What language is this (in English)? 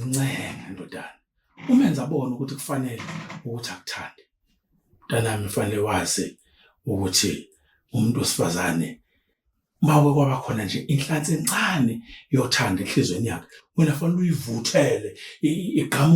Zulu